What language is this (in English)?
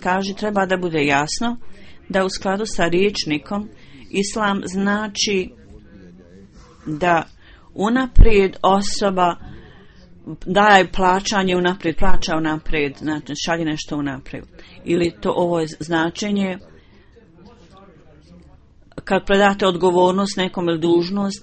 Bosnian